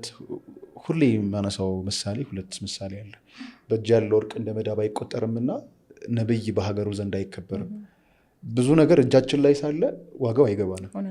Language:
Amharic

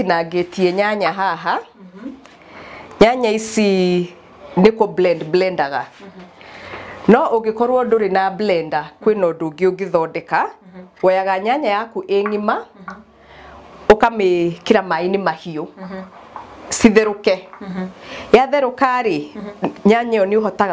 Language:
Kikuyu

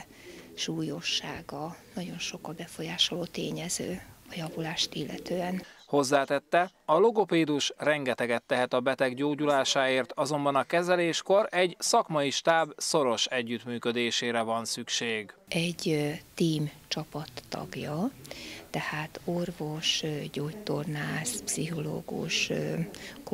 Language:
Hungarian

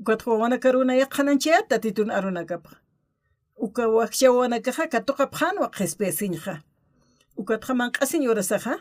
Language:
Aymara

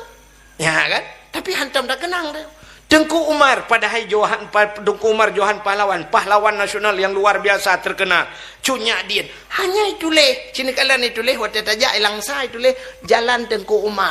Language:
Achinese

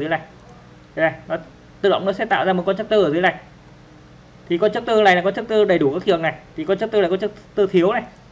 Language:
Vietnamese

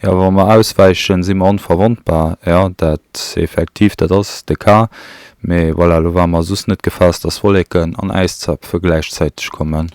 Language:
Luxembourgish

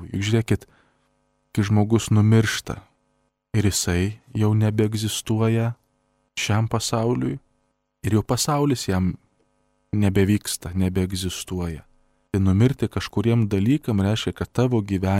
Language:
Lithuanian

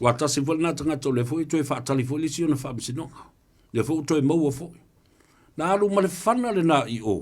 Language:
Samoan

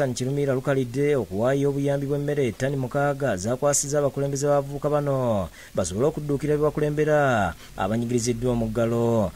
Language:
Ganda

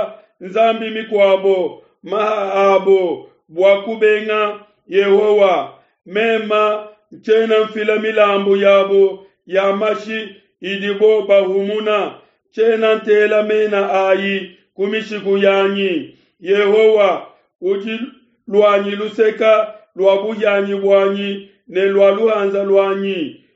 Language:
Luba-Lulua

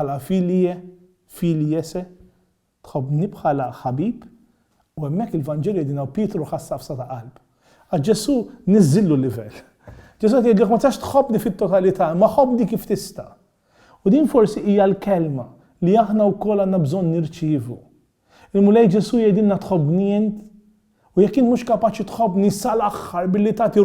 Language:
Maltese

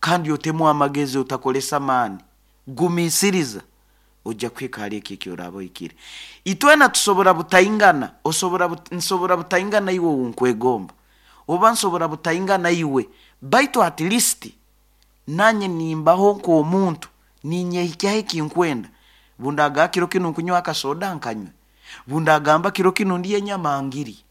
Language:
Nyoro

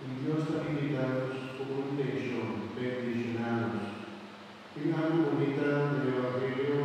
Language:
Papiamento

